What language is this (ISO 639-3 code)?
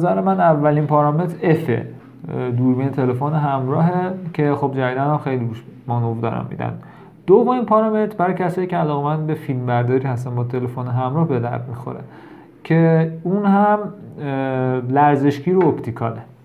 fas